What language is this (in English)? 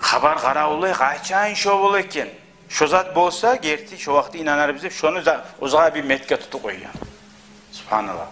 Kumyk